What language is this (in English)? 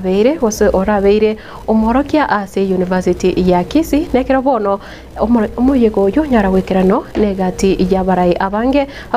Gusii